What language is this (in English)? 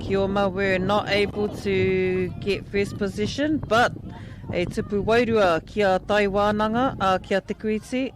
Māori